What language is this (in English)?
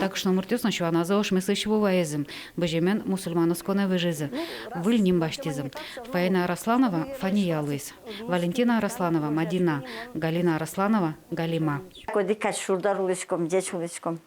Udmurt